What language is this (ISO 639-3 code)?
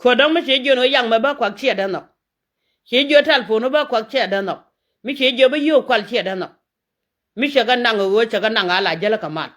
nus